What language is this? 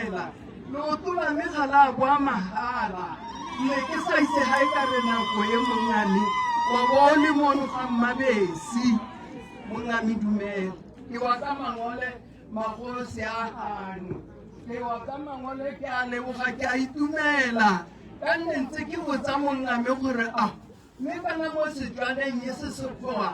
Tswana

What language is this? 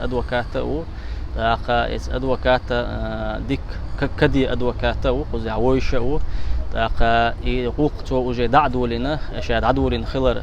Chechen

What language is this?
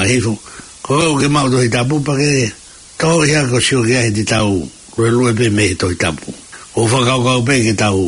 Tongan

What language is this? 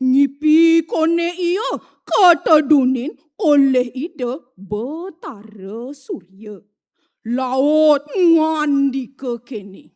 Balinese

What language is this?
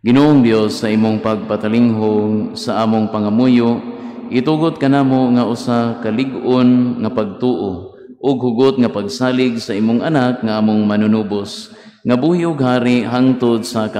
Cebuano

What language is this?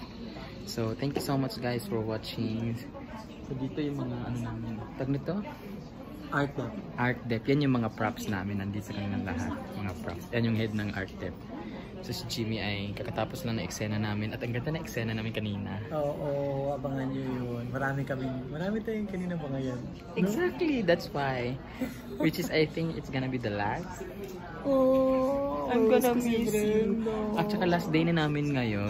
Filipino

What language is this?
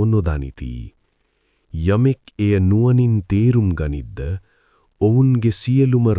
Sinhala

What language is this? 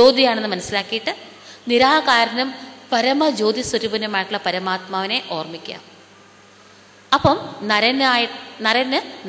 Malayalam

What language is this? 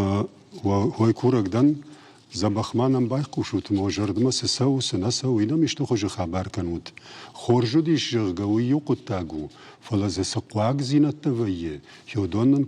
Ossetic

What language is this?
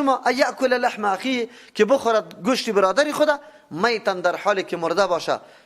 Persian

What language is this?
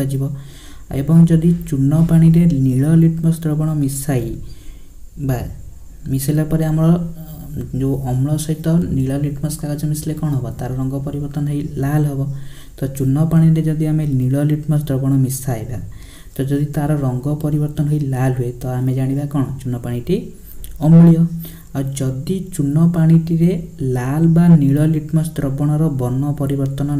Odia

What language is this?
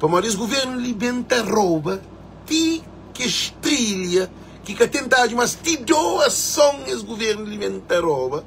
Kabuverdianu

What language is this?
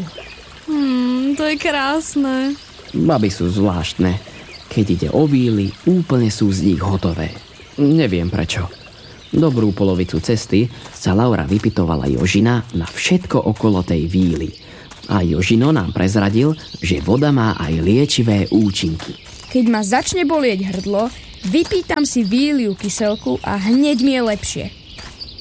Slovak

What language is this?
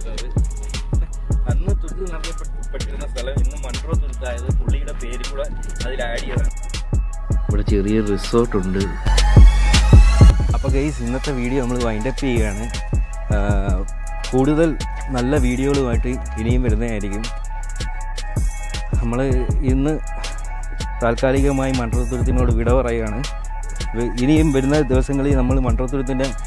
Malayalam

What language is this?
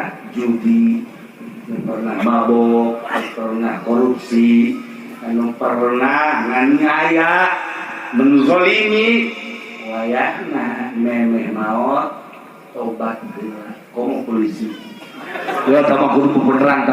Sundanese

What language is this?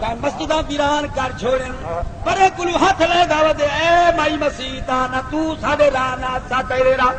Saraiki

